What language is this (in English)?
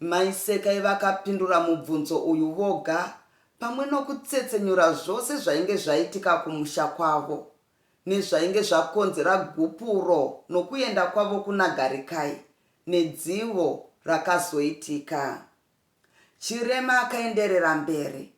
Shona